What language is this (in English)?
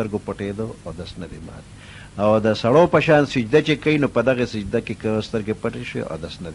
Pashto